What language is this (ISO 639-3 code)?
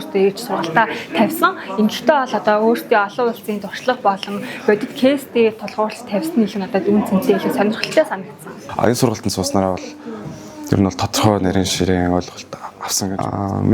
mon